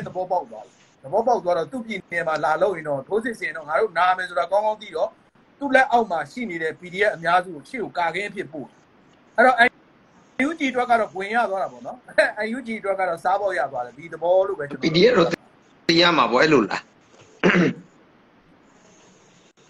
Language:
Burmese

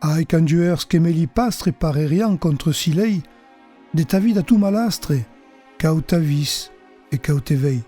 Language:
Occitan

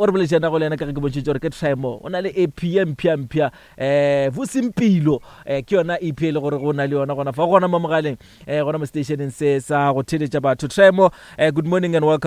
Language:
Northern Sotho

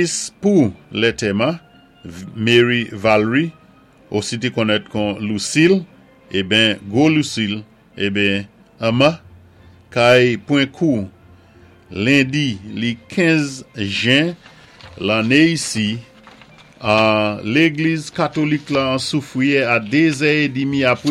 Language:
Saint Lucian Creole French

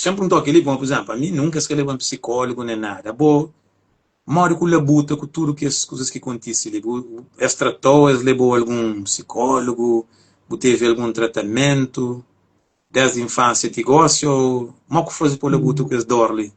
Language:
Kabuverdianu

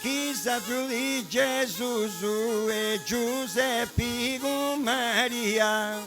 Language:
Sardinian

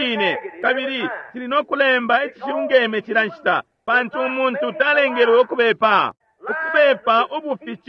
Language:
Bemba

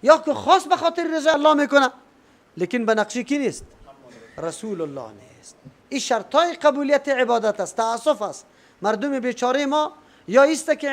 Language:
Persian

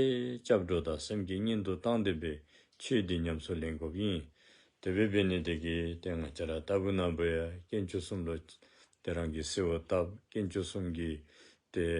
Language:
Dzongkha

